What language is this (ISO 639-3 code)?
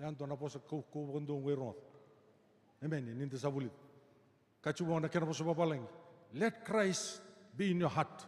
fij